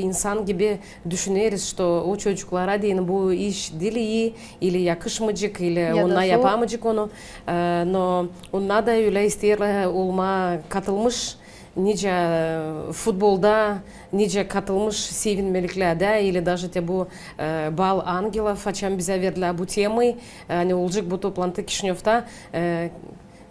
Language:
Gagauz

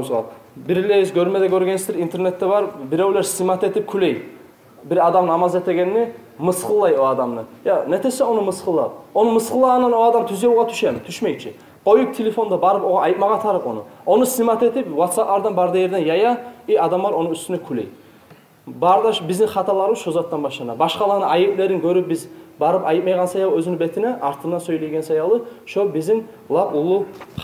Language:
Kumyk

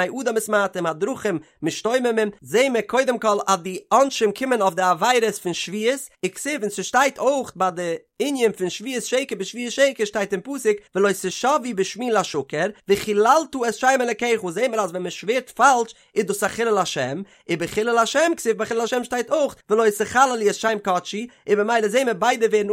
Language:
Yiddish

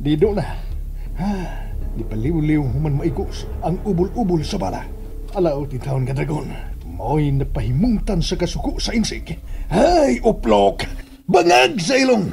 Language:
Cebuano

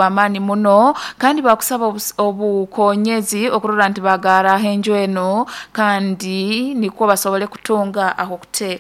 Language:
Nyoro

